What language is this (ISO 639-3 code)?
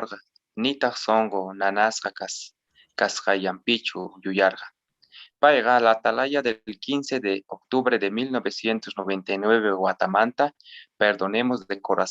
que